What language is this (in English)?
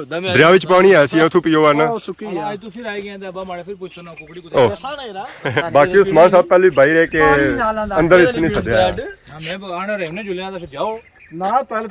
Pahari-Potwari